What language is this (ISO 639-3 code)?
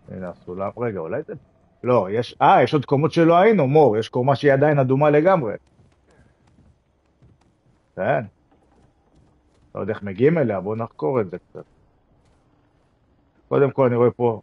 heb